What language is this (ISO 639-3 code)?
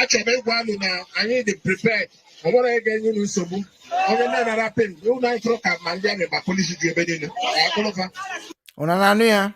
ibo